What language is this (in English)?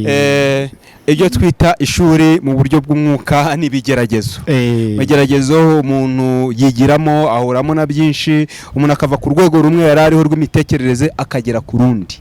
Kinyarwanda